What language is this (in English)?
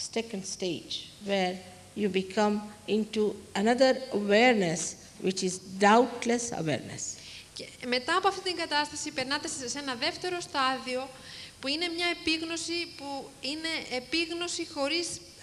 Greek